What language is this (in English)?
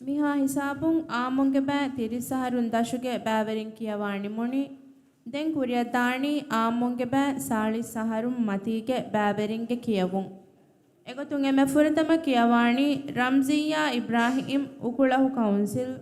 Divehi